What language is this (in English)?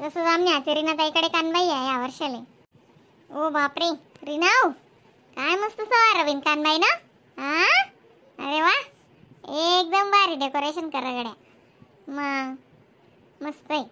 Khandesi